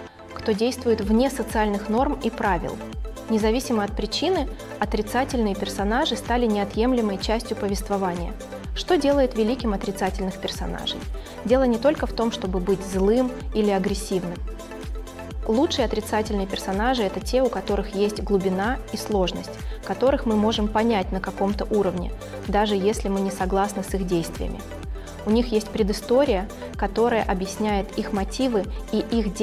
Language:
Russian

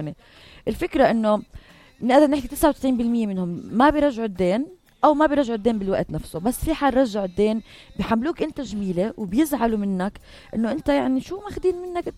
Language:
North Levantine Arabic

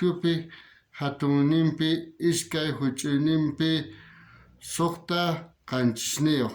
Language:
South Bolivian Quechua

